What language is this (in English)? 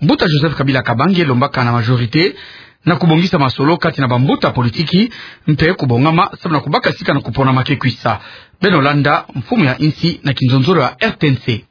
Kituba (Democratic Republic of Congo)